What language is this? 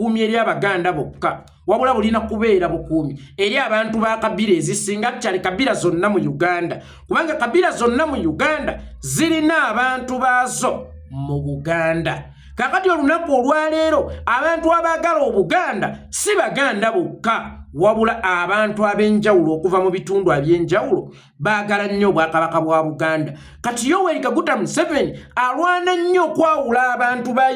Ganda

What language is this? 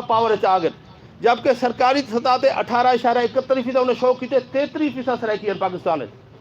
Saraiki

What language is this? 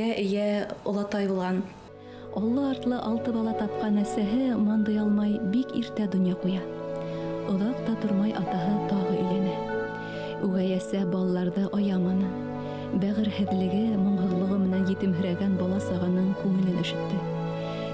Bashkir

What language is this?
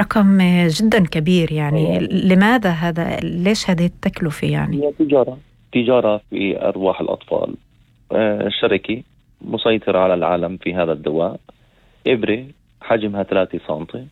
North Levantine Arabic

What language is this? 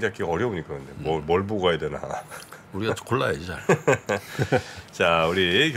Korean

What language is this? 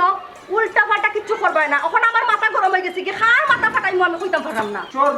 Sylheti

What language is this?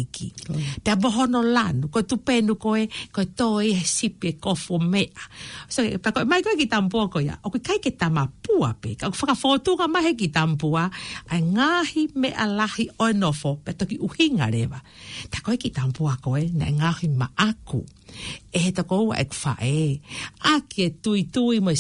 Tongan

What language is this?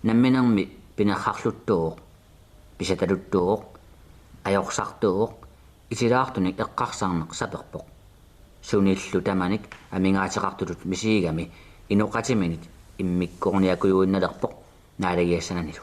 Kalaallisut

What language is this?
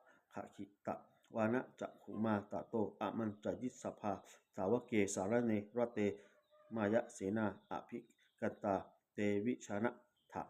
Pali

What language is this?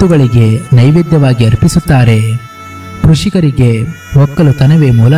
Kannada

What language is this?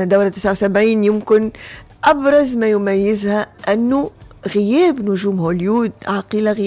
Tunisian Arabic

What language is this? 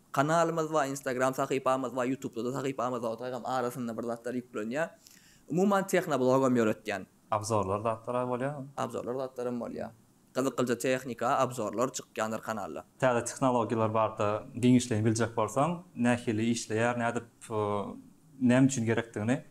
Turkmen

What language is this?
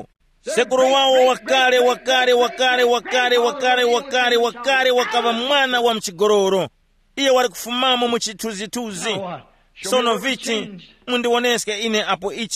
Tumbuka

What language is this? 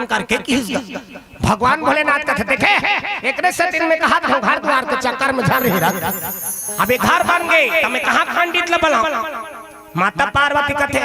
Chhattisgarhi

